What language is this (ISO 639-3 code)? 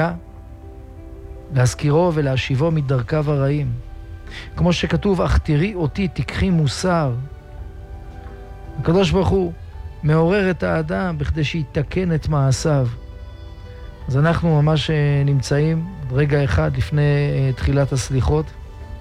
heb